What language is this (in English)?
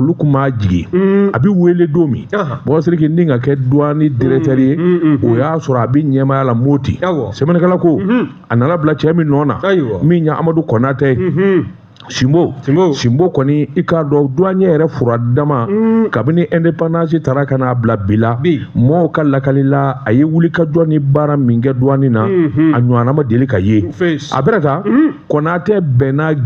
Bambara